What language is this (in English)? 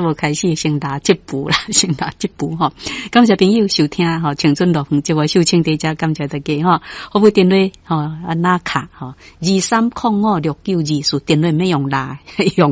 Min Nan Chinese